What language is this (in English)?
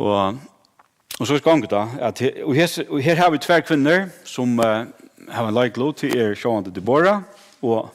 Faroese